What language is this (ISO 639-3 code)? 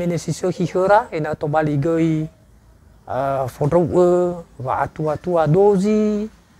nia